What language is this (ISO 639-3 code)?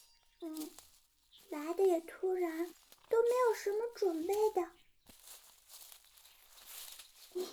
zho